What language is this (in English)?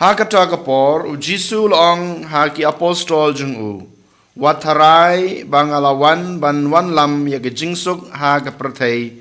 Khasi